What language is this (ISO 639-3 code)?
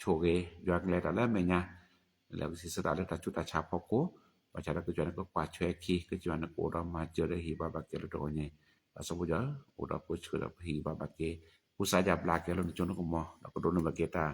ksw